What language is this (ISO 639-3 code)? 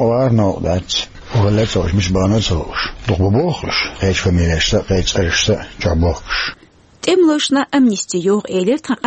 che